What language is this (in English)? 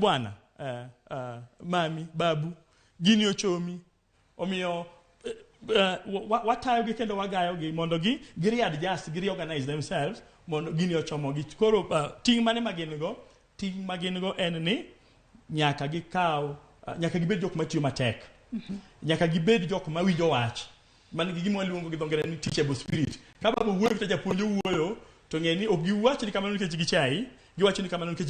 Luo (Kenya and Tanzania)